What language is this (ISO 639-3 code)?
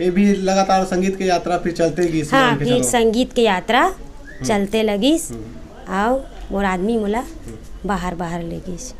hne